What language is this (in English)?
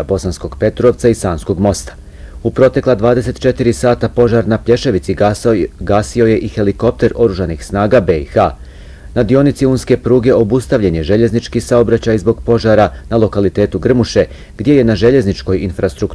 Bosnian